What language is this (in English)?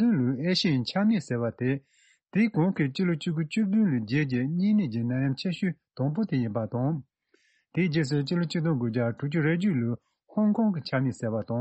Tibetan